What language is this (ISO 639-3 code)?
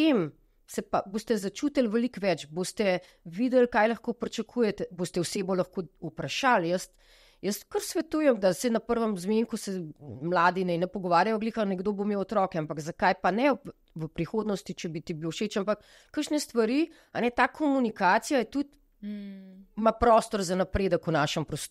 slv